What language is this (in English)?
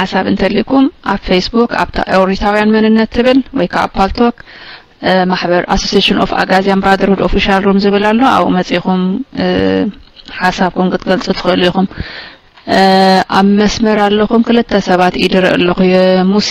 Tigrinya